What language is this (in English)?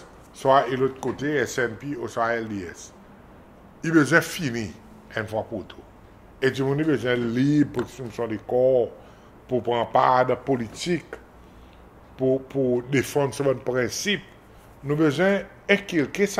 Seselwa Creole French